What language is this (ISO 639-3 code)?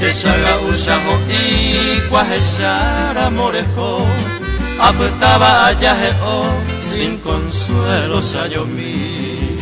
grn